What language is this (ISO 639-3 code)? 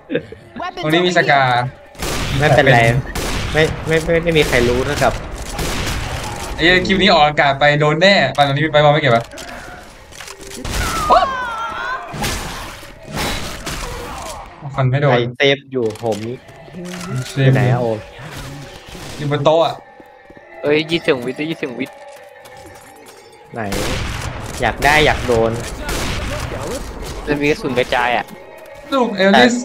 tha